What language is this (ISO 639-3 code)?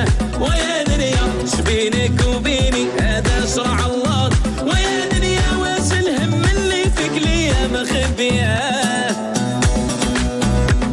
ary